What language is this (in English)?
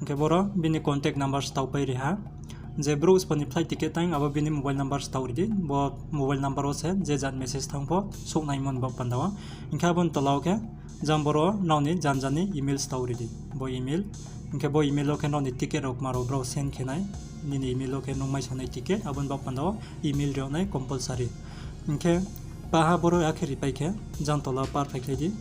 Riang (India)